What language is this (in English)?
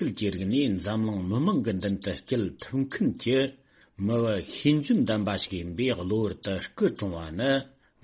Tibetan